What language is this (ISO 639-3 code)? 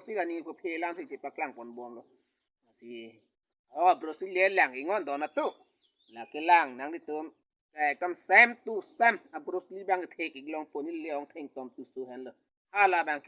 mjw